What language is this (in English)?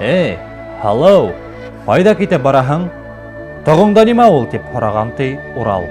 Bashkir